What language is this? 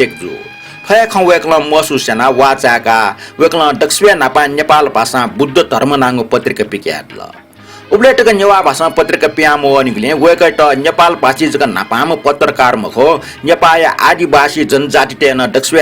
Newari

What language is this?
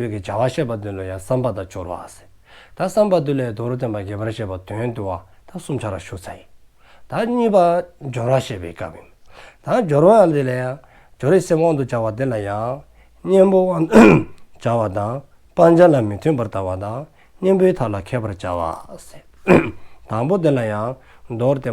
Dzongkha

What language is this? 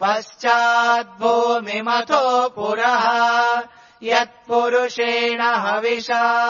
Sanskrit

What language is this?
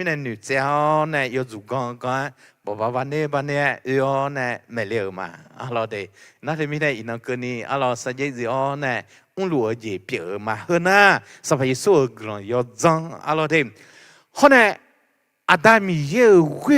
Akha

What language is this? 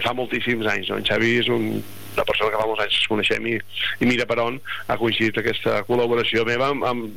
Catalan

